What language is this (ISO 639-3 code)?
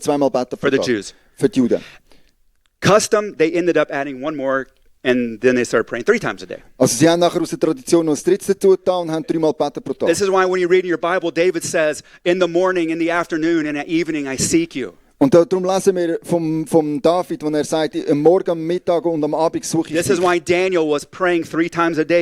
gsw